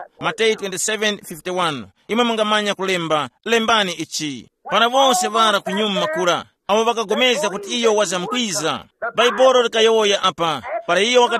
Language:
Tumbuka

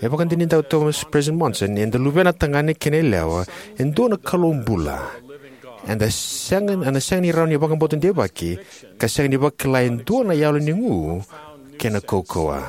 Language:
Fijian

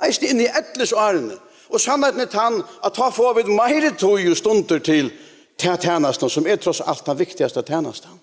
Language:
Faroese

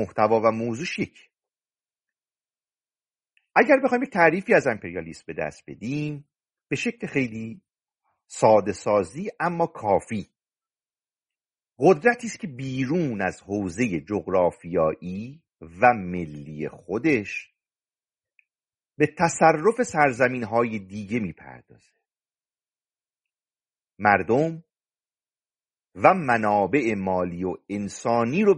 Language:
Persian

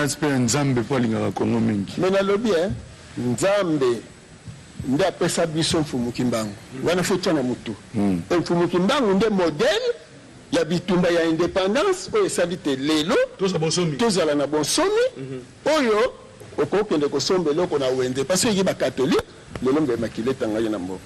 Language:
Lingala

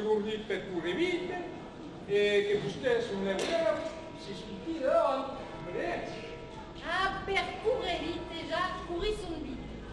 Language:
Occitan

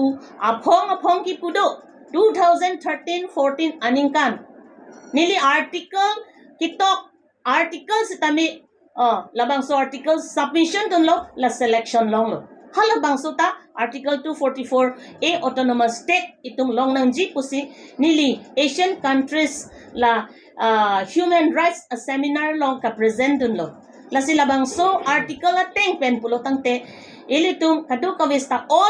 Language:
Karbi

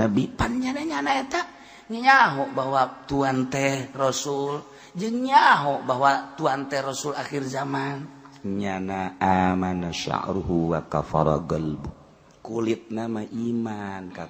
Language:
Sundanese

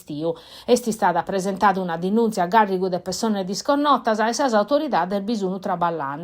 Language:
Sardinian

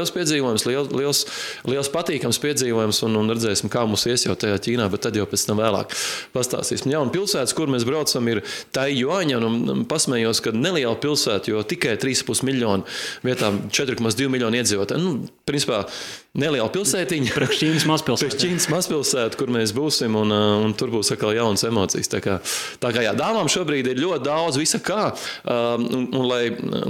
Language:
Latvian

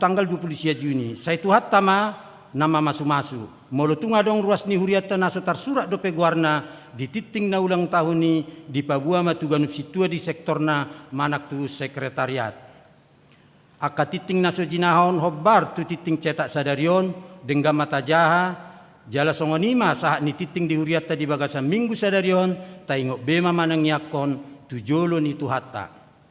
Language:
Batak Toba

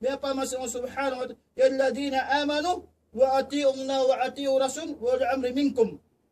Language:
Tausug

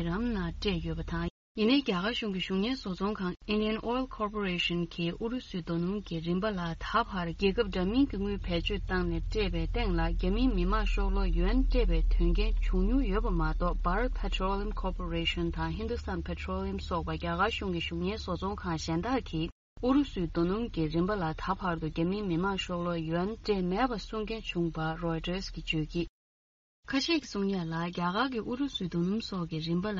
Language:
Tibetan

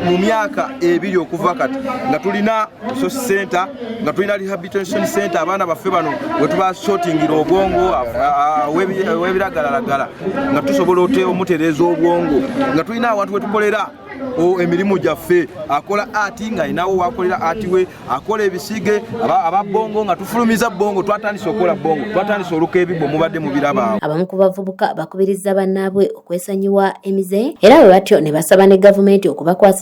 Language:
Ganda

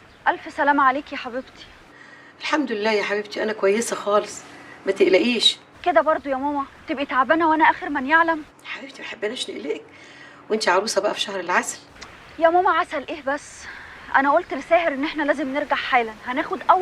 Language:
Egyptian Arabic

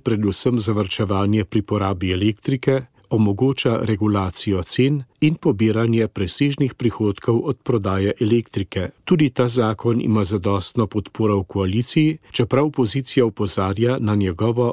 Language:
Slovenian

